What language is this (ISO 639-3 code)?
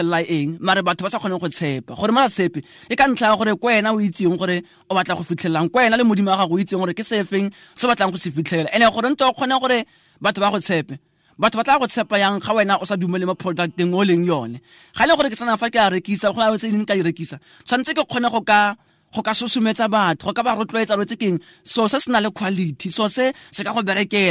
tsn